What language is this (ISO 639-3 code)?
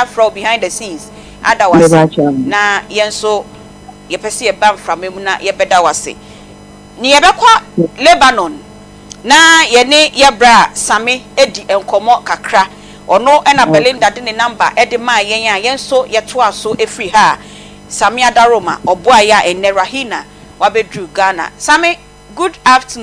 aka